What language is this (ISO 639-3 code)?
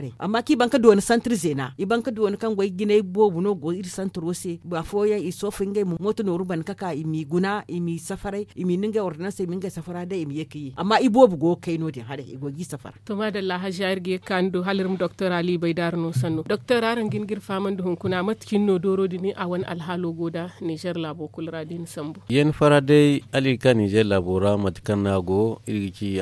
dje